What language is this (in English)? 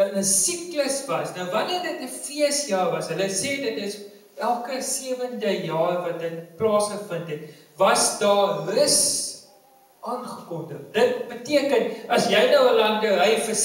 Afrikaans